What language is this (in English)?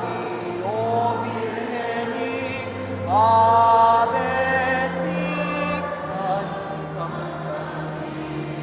Pampanga